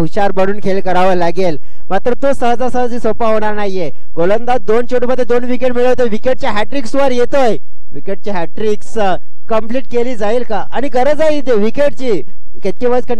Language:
Marathi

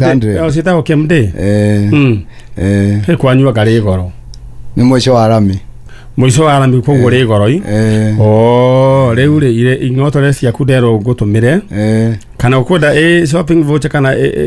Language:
Kikuyu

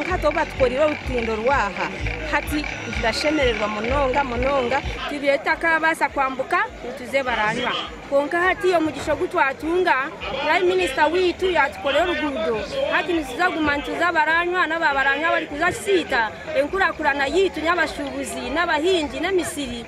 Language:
Nyankole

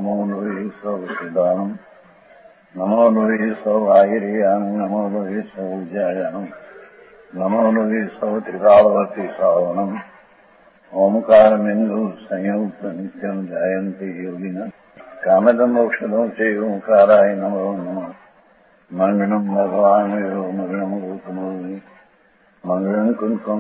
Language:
Gujarati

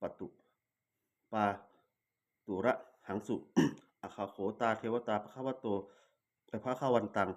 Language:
Pali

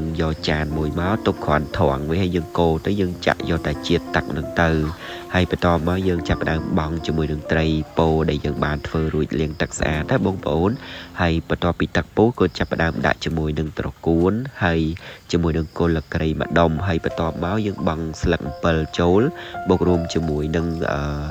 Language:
Khmer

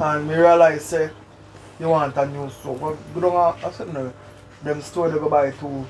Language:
Jamaican Creole English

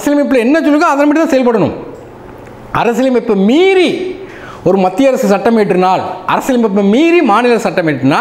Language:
Tamil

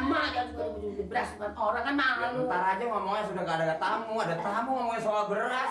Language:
Betawi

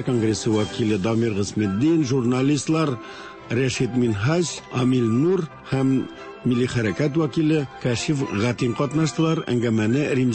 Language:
Tatar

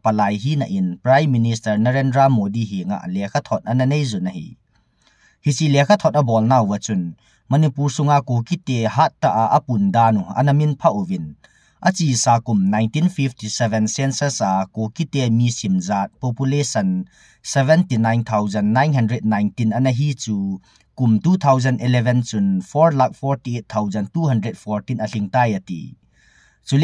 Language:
Thado Chin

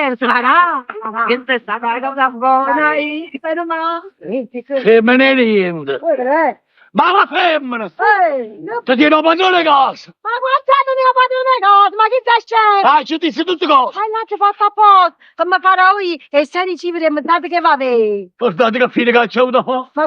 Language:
Neapolitan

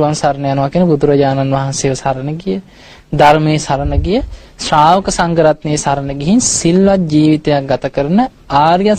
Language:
Sinhala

